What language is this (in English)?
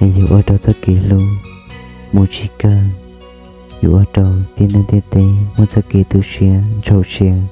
Hmong